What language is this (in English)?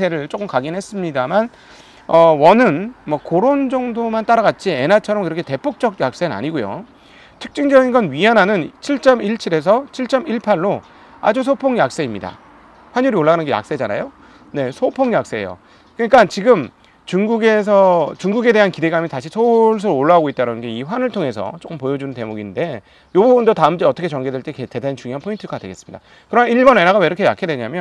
Korean